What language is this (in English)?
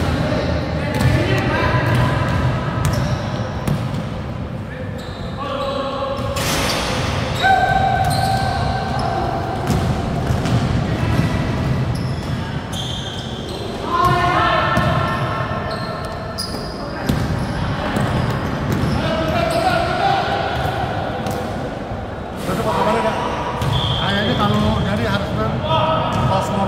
Indonesian